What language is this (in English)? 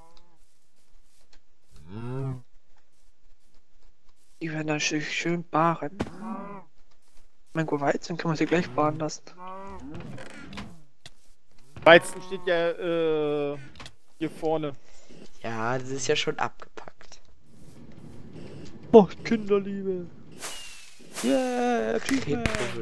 German